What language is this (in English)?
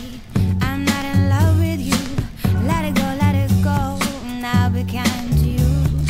English